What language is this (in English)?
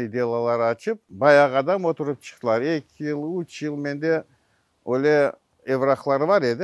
Crimean Tatar